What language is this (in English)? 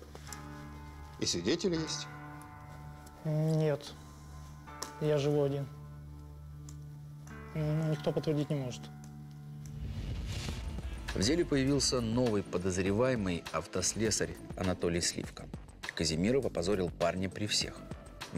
Russian